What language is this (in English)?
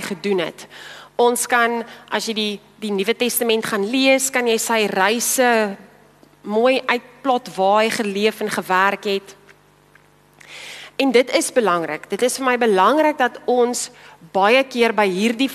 Afrikaans